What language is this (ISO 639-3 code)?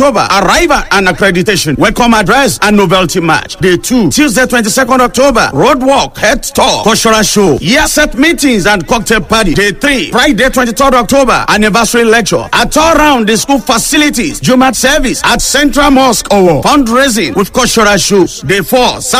eng